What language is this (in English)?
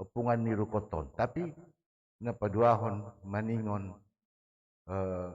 Batak Simalungun